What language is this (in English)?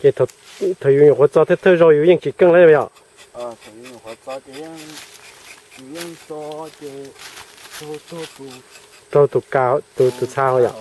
Hmong